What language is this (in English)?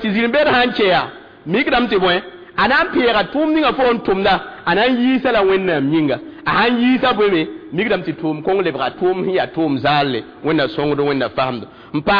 Mossi